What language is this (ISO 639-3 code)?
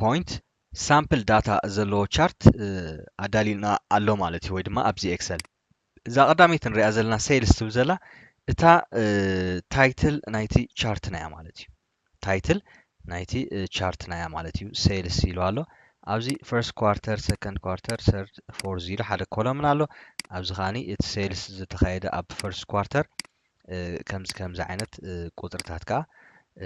tir